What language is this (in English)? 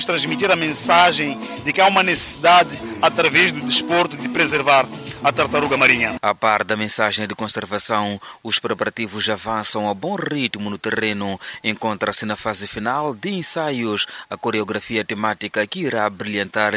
Portuguese